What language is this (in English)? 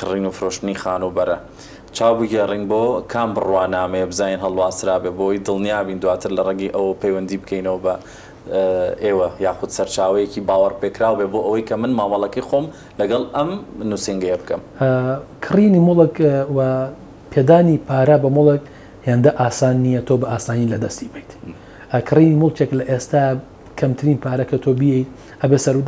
Central Kurdish